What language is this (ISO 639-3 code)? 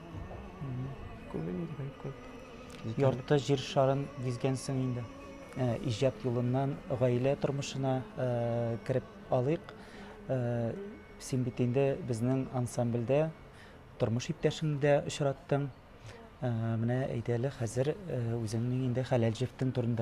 tat